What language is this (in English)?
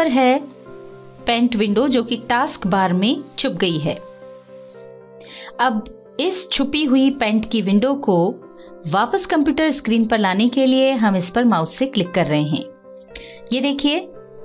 Hindi